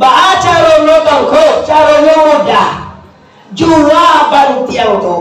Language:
Minangkabau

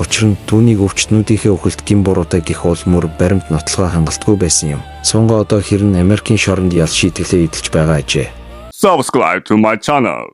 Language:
Mongolian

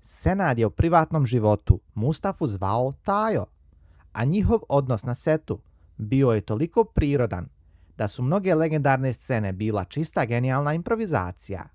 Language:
Bosnian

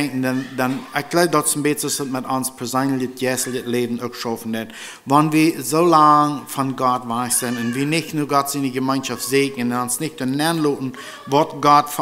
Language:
Plautdietsch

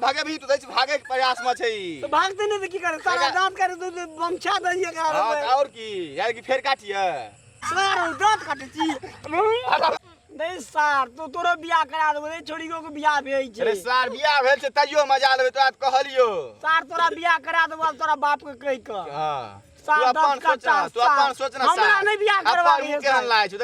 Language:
Maithili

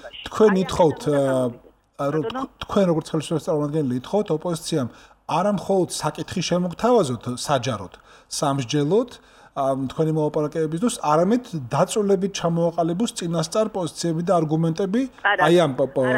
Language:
Georgian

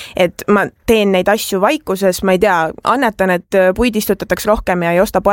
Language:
Estonian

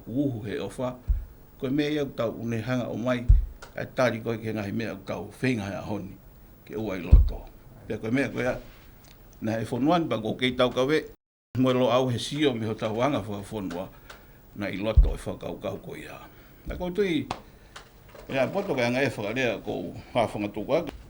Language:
Tongan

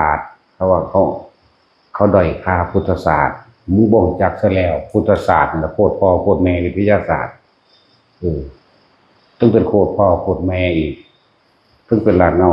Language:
Northeastern Thai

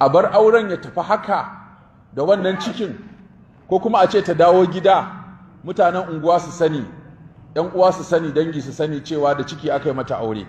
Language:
Hausa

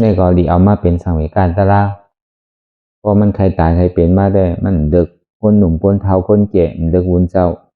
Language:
Shan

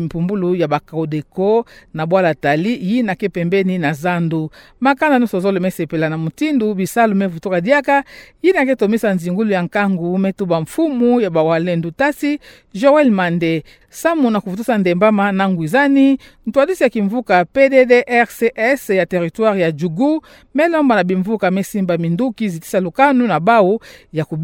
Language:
Kituba (Democratic Republic of Congo)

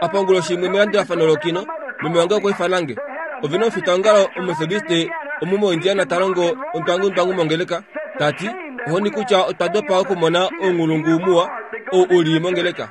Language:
Kuanyama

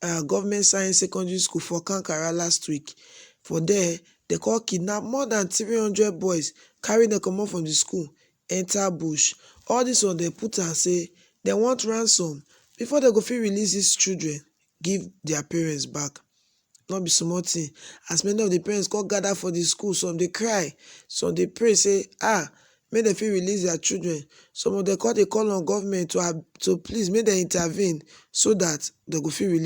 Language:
Nigerian Pidgin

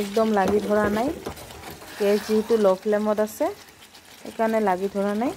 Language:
Assamese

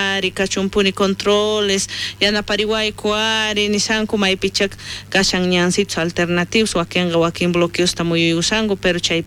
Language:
South Bolivian Quechua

